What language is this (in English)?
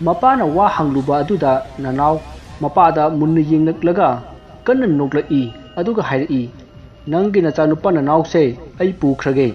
Manipuri